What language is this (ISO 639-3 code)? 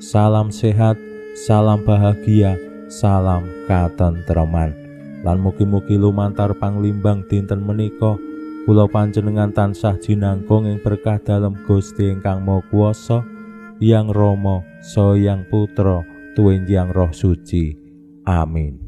jav